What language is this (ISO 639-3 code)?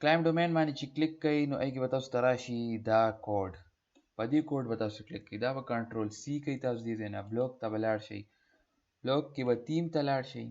pus